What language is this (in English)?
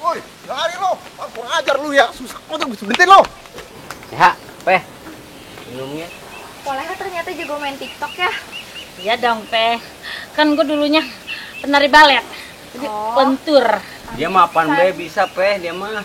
Betawi